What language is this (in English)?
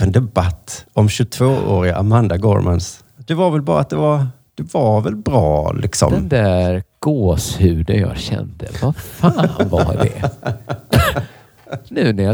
Swedish